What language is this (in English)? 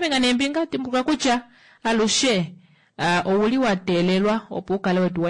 Kuanyama